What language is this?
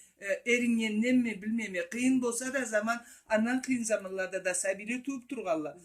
Karachay-Balkar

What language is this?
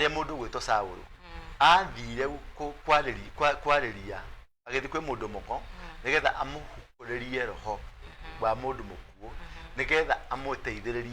Kikuyu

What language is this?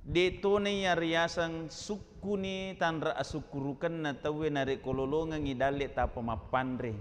Buginese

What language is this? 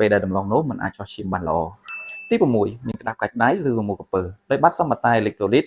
Khmer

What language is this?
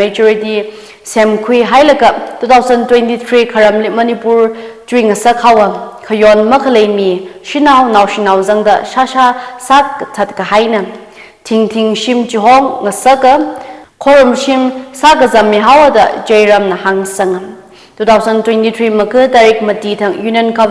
Tangkhul Naga (India)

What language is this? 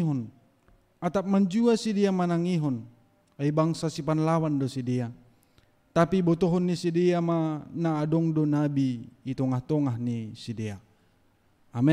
Batak Simalungun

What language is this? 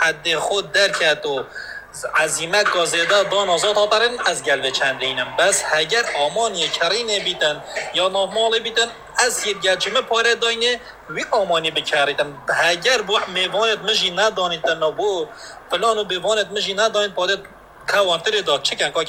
Kurdish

